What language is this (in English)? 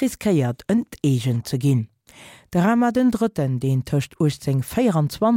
Luxembourgish